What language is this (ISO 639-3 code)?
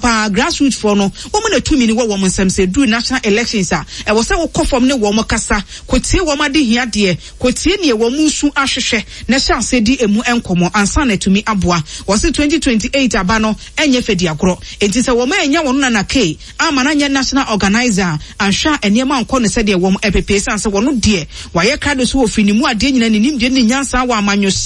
aka